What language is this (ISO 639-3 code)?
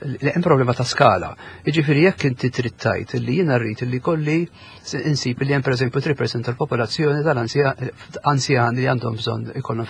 mlt